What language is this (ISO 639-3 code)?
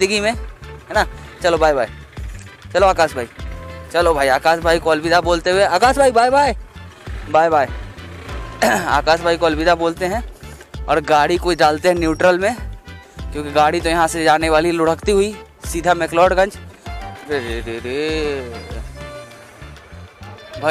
hin